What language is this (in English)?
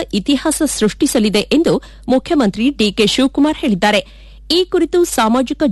Kannada